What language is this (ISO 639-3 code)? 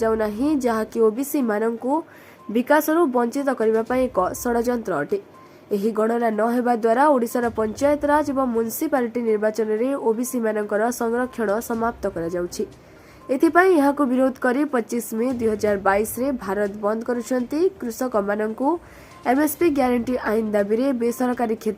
ori